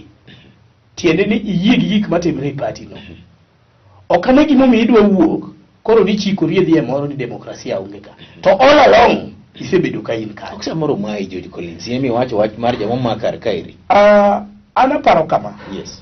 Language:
Luo (Kenya and Tanzania)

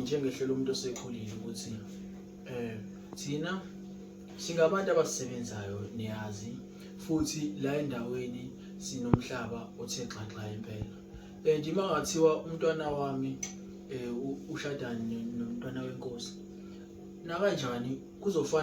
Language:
Zulu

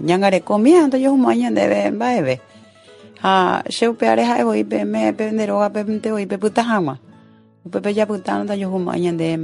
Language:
Guarani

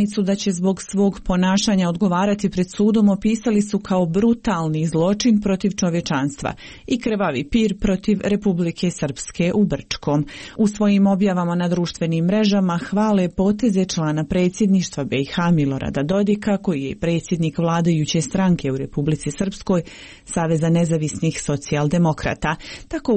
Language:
Serbian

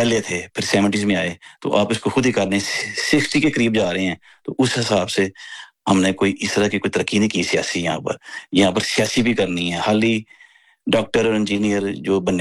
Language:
Urdu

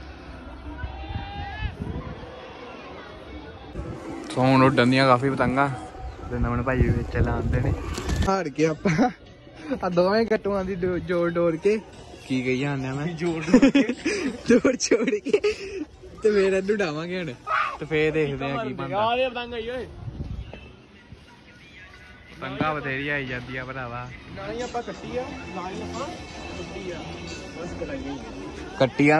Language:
Punjabi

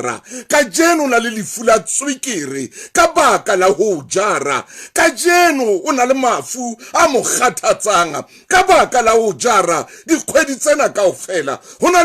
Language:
Southern Sotho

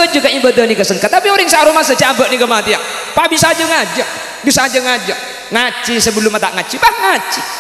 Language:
Madurese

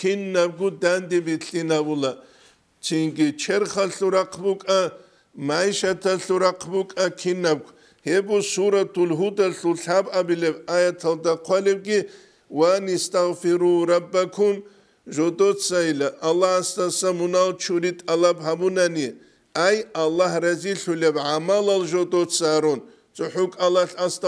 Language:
Avaric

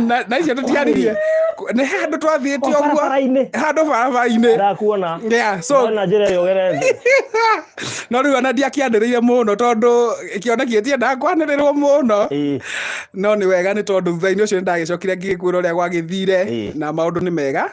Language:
Kikuyu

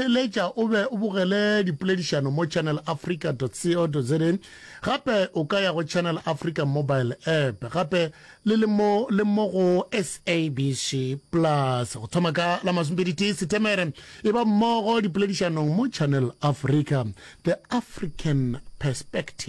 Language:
Northern Sotho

